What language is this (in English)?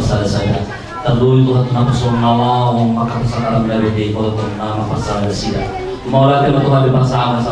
Batak Toba